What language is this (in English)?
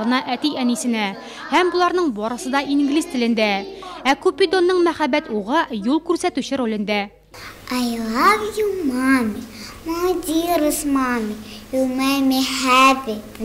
Tatar